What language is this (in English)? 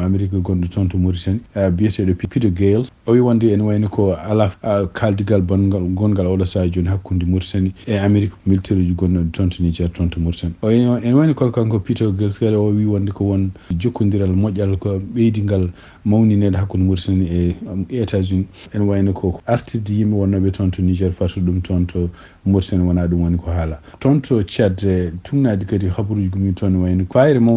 Fula